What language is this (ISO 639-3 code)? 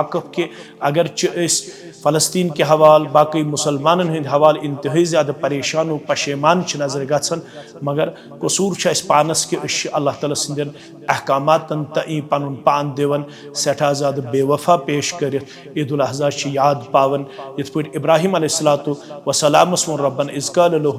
kas